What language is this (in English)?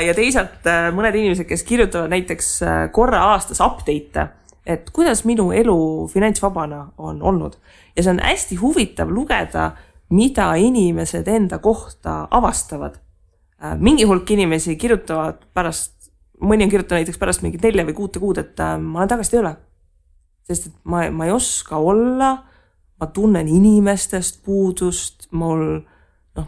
Estonian